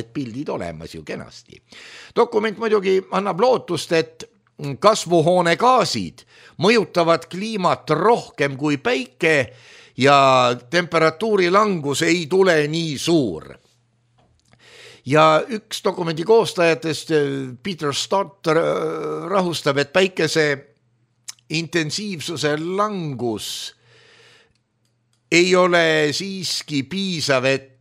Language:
Estonian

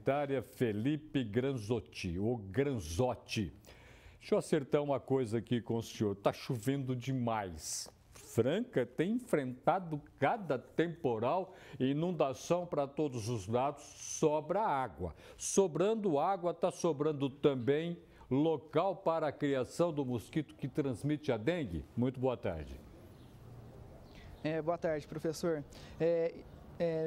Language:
Portuguese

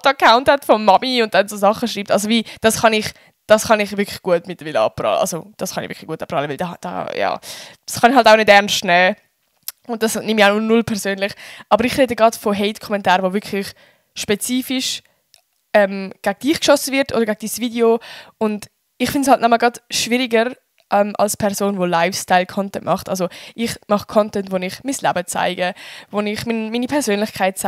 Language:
Swiss German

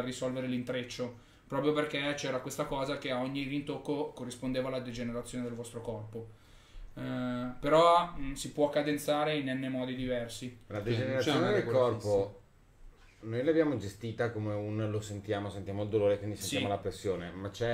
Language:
Italian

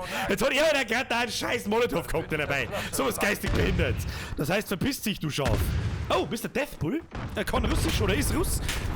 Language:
Bavarian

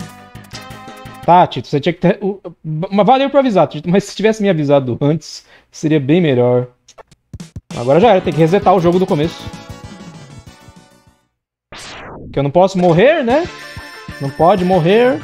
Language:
Portuguese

